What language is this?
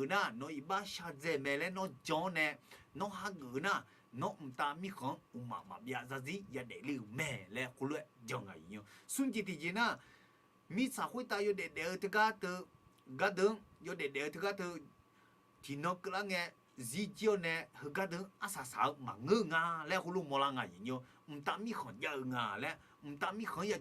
Akha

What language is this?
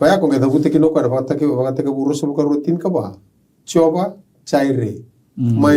Fijian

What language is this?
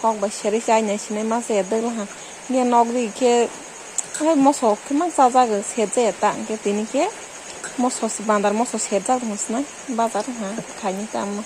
Kok Borok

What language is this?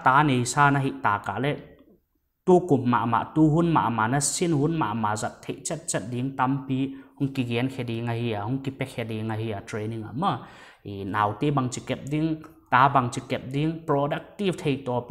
Paite Chin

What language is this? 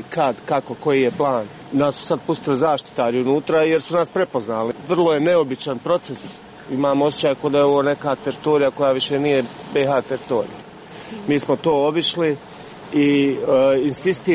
Croatian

